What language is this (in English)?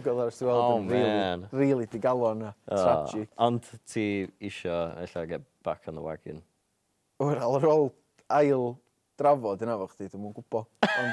Welsh